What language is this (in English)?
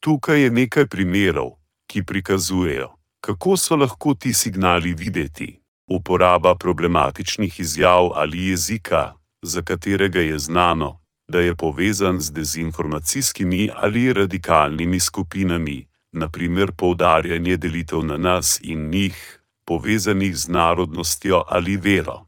Slovenian